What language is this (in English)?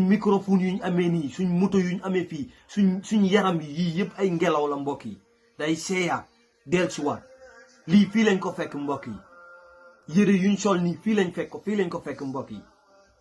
Wolof